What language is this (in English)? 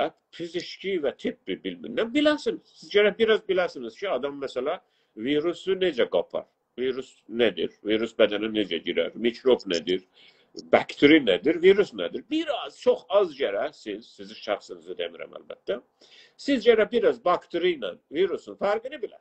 South Azerbaijani